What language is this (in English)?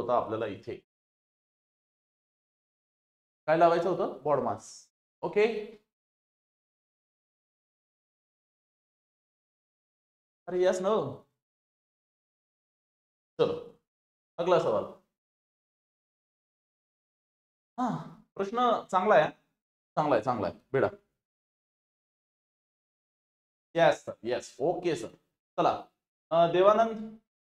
Marathi